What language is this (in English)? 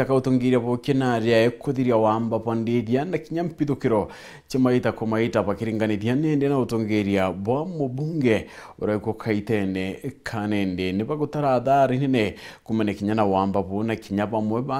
Meru